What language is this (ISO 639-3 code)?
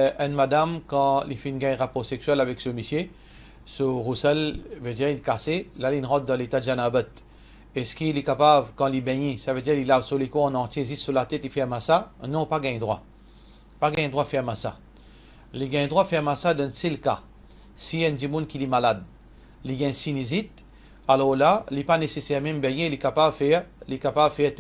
mfe